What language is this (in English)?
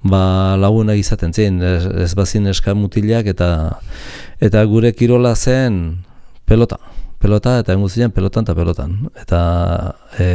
Basque